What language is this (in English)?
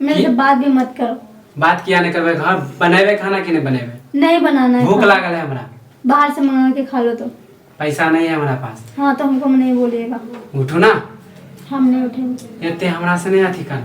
Maithili